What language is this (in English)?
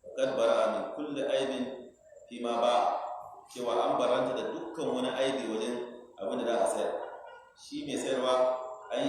Hausa